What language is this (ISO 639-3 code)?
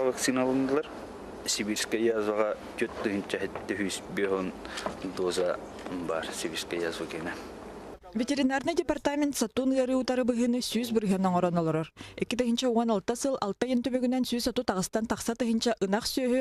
sah